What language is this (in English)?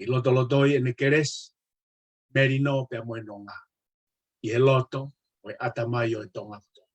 Tongan